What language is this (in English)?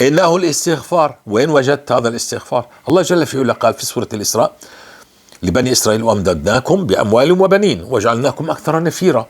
North Levantine Arabic